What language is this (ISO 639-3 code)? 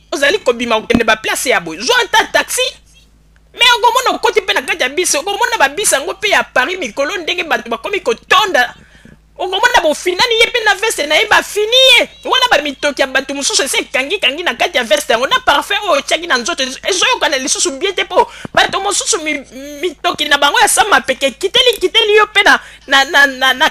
lin